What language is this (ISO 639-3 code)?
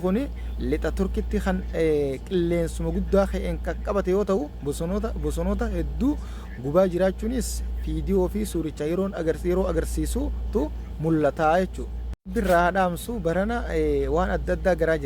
orm